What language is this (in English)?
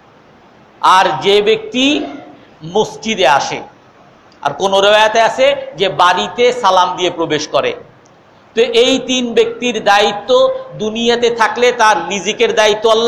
Bangla